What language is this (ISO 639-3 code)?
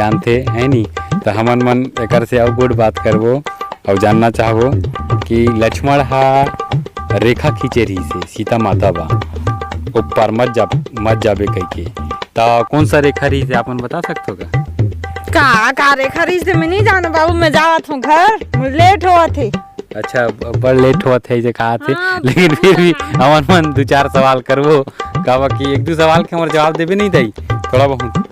hne